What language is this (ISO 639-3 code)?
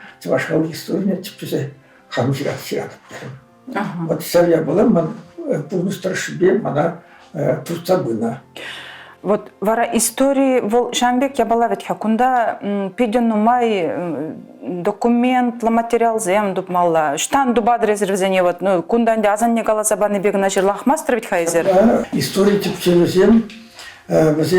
chv